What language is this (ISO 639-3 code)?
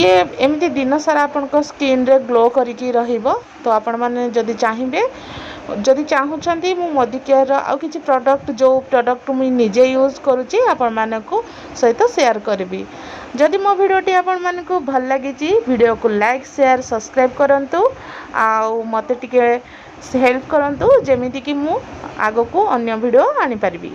ori